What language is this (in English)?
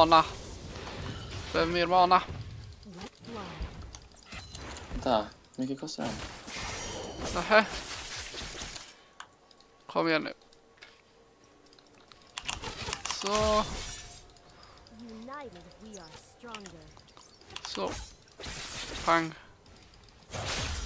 Swedish